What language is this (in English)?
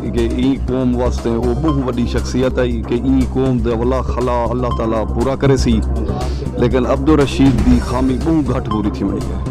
Saraiki